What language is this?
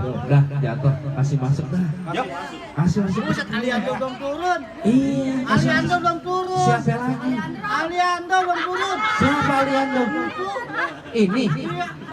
Betawi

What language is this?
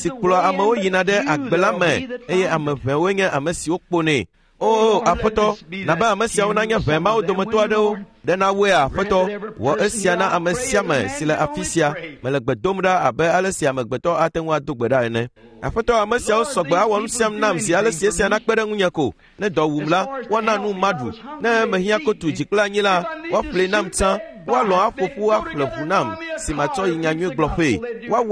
Ewe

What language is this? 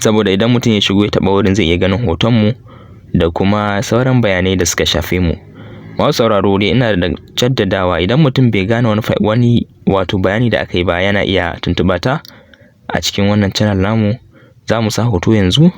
Hausa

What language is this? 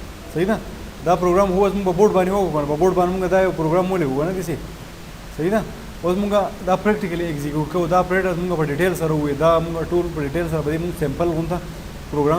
Pashto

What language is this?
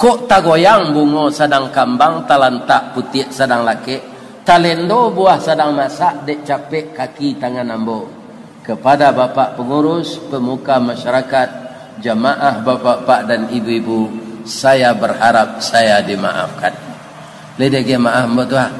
Minangkabau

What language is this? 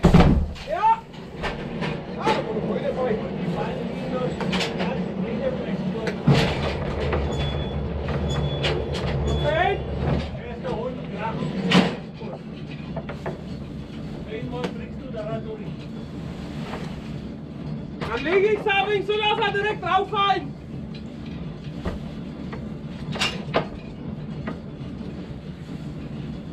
German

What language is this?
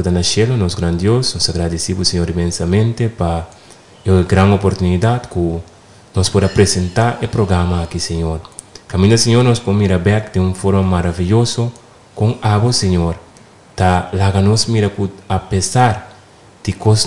Papiamento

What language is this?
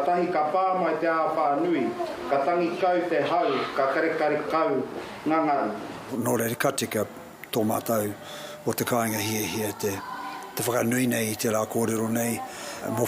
Māori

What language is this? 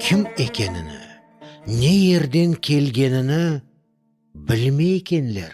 Crimean Tatar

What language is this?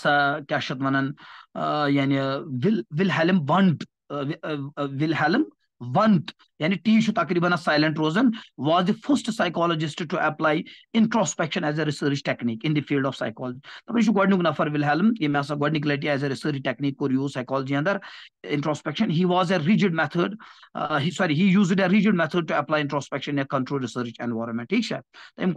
Kashmiri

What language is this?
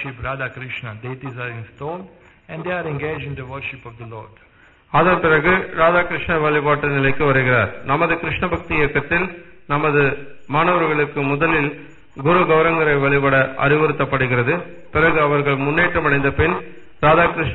Tamil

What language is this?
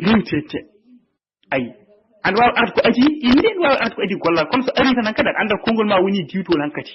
Fula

